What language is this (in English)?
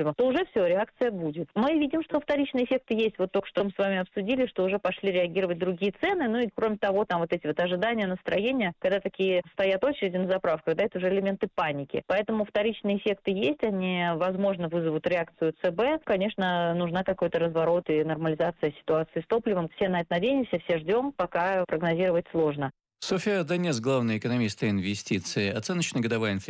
Russian